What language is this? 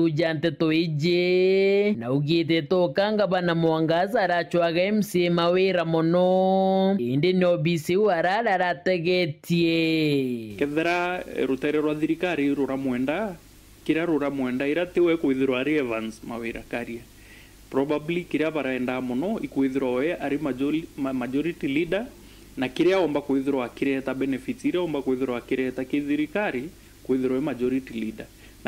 Meru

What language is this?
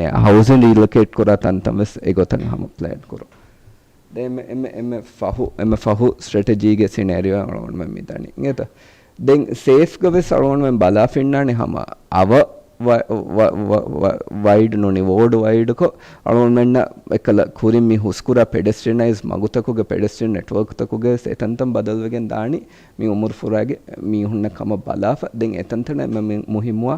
Divehi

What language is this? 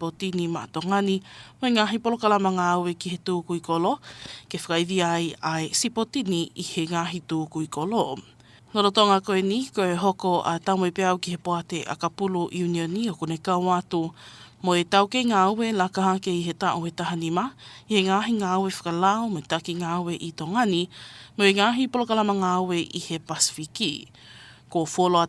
Tongan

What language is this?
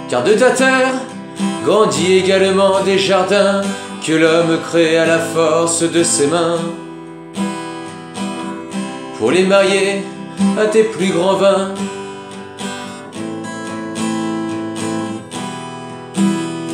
French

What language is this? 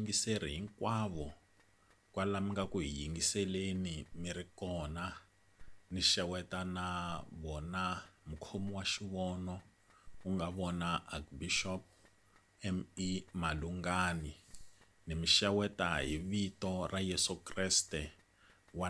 Tsonga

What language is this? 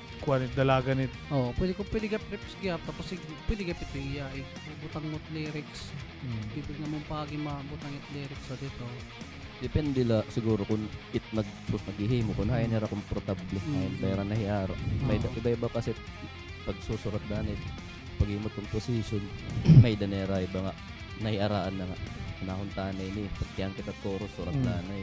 Waray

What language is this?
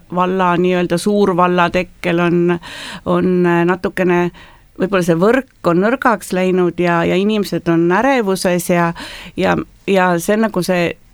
Estonian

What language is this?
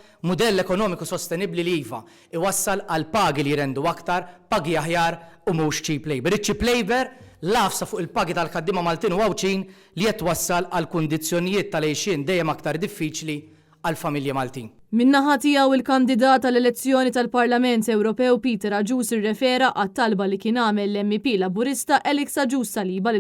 Maltese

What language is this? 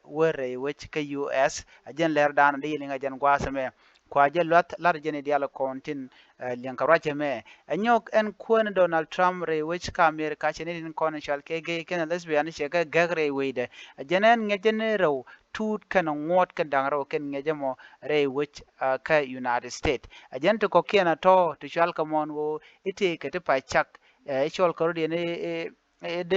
Nuer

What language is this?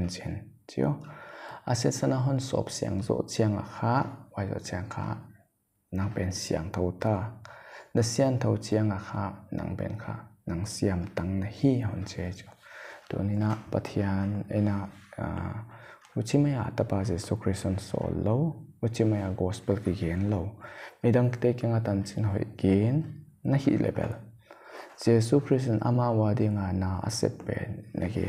Paite Chin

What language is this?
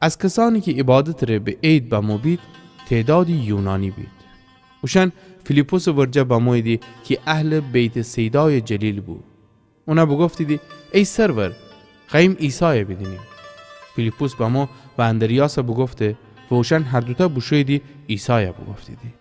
Gilaki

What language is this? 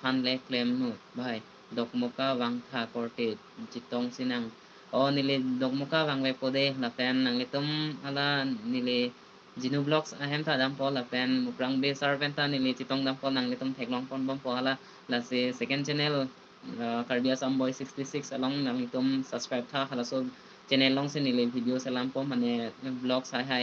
Karbi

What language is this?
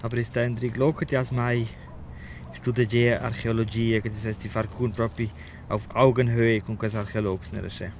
Romansh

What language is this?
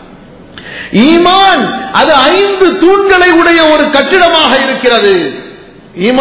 Tamil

